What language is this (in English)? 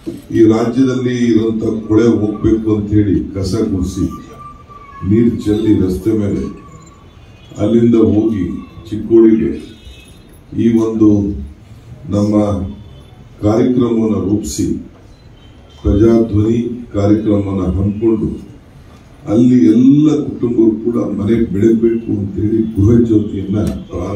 Kannada